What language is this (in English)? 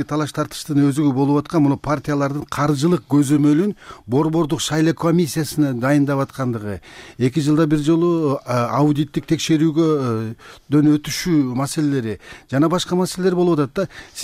Kyrgyz